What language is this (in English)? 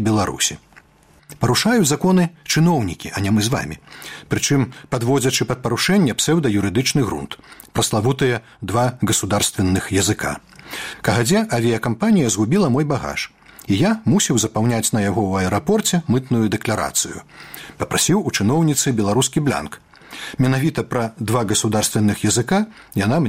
Belarusian